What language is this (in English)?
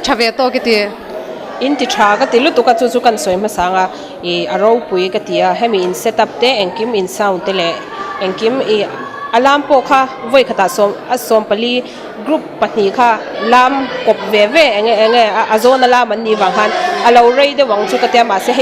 Mizo